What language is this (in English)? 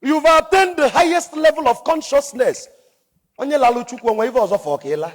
Igbo